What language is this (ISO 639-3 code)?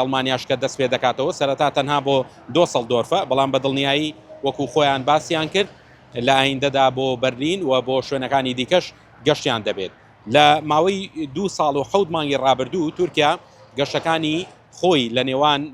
ckb